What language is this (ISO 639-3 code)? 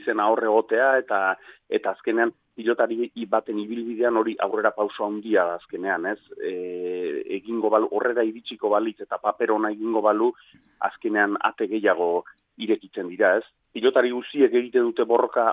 eus